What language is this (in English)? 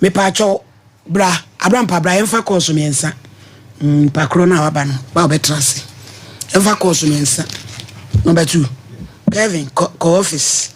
Akan